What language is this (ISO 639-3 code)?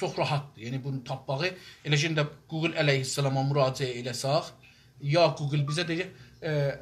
azb